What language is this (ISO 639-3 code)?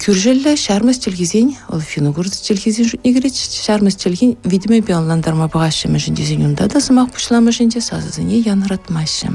chv